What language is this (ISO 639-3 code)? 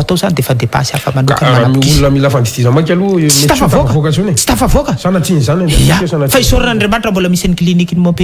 mlg